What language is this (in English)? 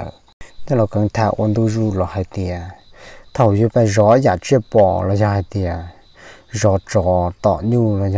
Hmong